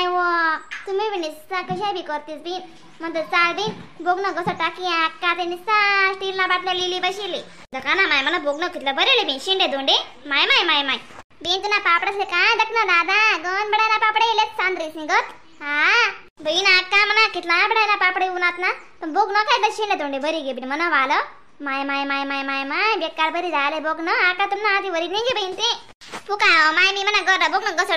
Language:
Khandesi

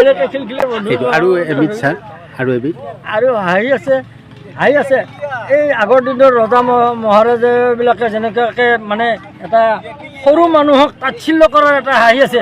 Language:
Assamese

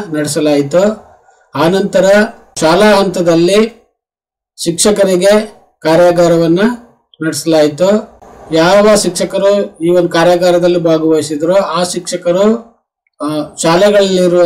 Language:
Kannada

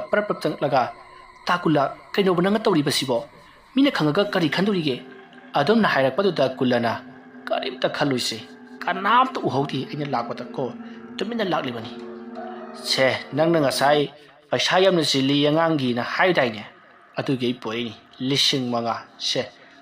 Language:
Manipuri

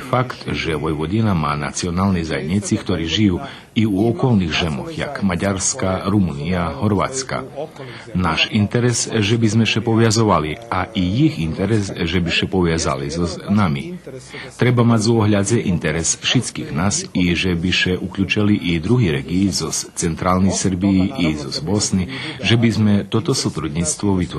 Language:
Rusyn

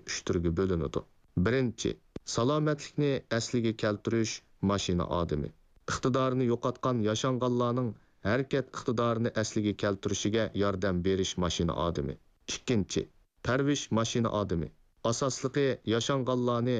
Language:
Uyghur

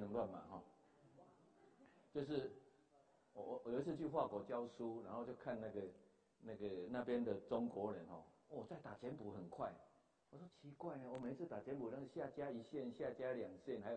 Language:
Chinese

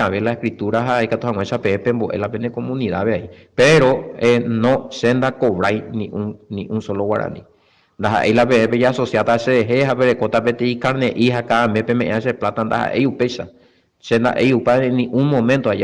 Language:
Guarani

